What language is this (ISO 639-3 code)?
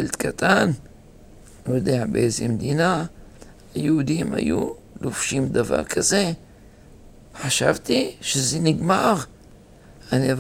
heb